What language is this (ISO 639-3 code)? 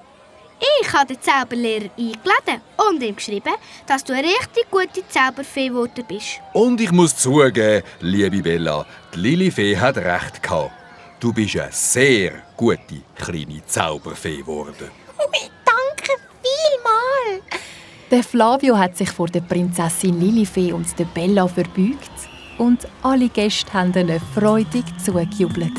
gsw